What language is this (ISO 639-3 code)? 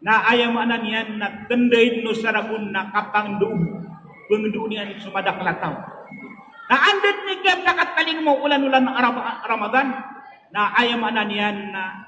mrw